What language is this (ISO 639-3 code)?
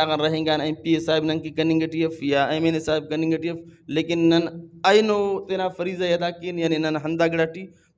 brh